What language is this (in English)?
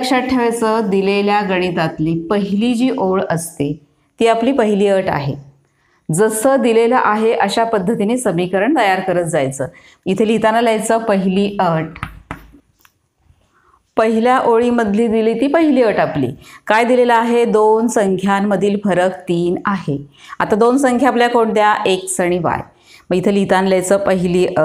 Marathi